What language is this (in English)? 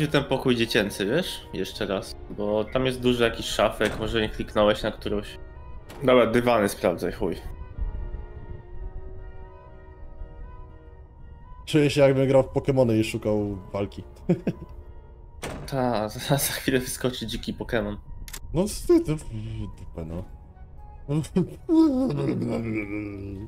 Polish